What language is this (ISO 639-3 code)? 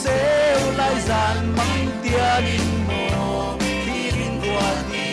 cfm